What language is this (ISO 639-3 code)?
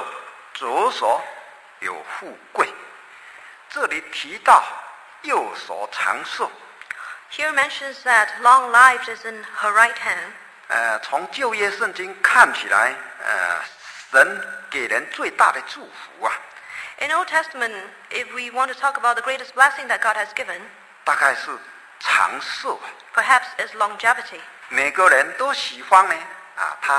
zho